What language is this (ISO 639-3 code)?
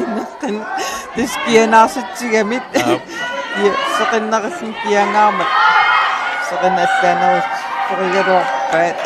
kal